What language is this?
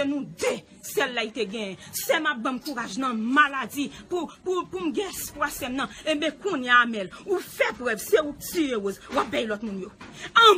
Haitian Creole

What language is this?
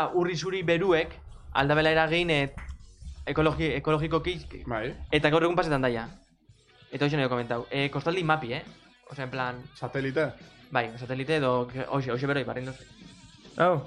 Basque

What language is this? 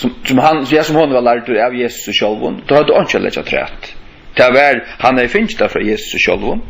Faroese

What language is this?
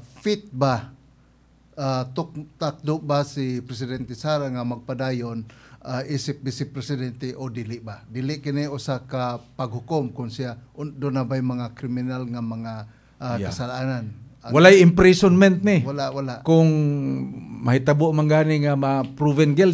Cebuano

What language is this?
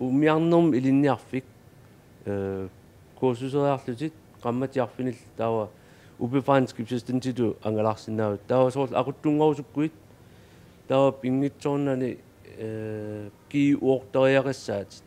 Kalaallisut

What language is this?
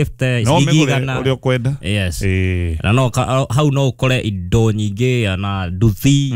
Kikuyu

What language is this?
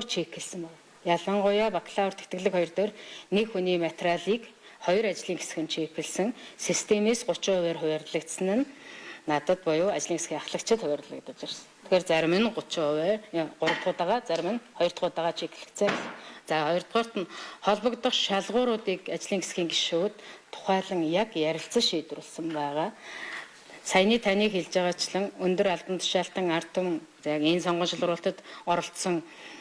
Mongolian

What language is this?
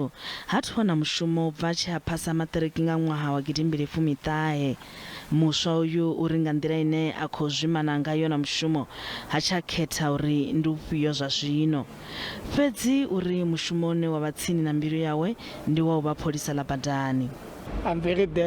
Venda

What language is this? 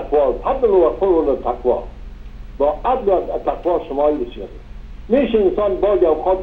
Persian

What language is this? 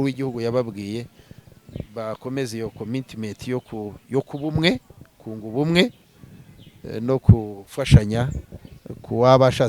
Kinyarwanda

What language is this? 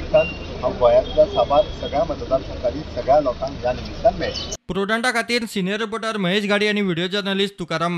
Konkani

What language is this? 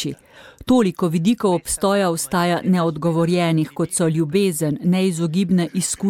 Slovenian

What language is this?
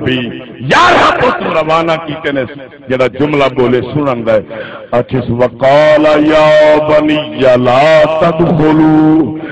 Saraiki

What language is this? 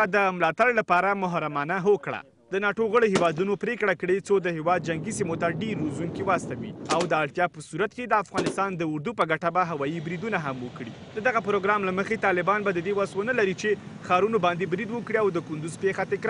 Pashto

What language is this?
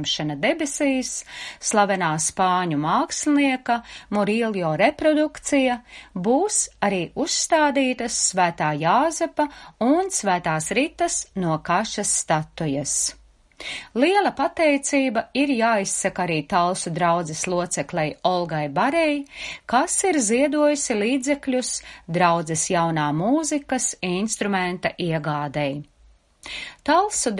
Latvian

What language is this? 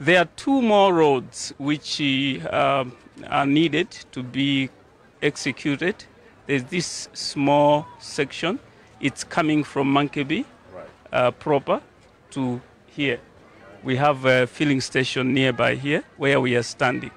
Nyanja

